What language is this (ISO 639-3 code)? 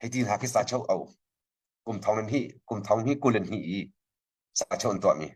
cnh